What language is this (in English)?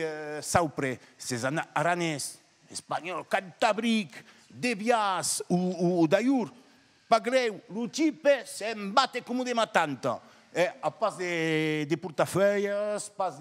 Occitan